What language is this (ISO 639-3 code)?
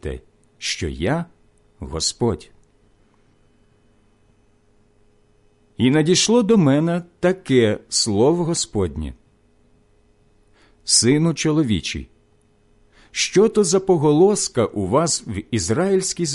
ukr